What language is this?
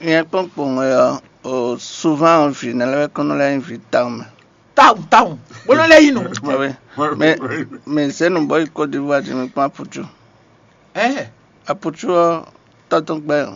Fon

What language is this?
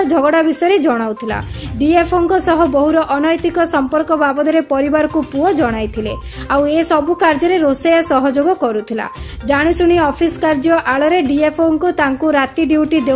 Odia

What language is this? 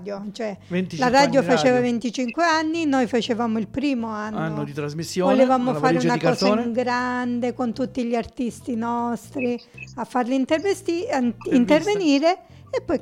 Italian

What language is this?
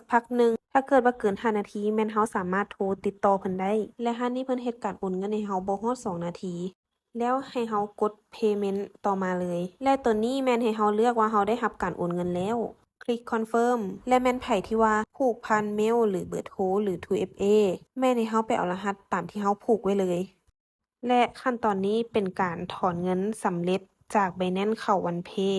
Lao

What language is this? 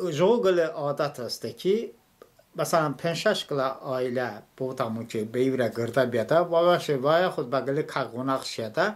Talysh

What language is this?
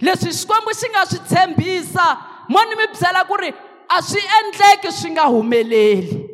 Tsonga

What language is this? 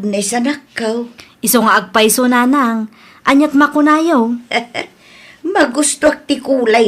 Iloko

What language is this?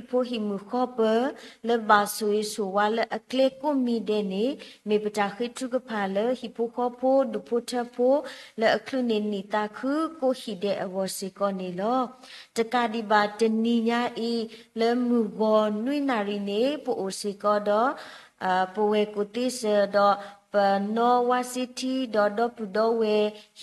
S'gaw Karen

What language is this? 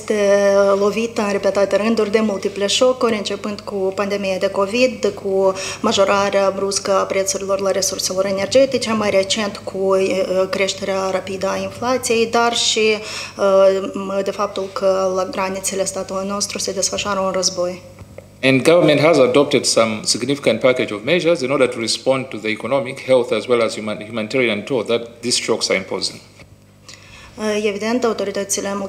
Romanian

